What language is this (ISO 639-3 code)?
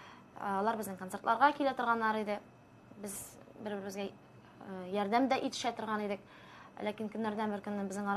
tat